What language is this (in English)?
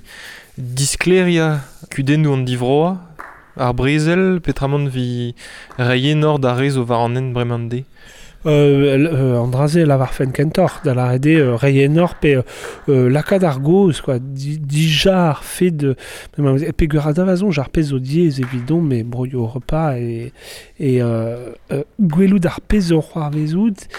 Breton